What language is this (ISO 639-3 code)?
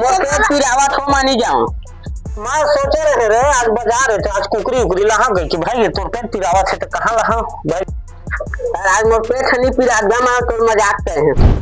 hne